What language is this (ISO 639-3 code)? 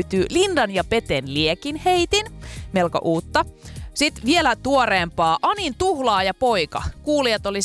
fin